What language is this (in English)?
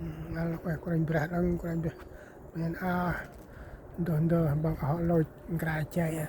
Central Mnong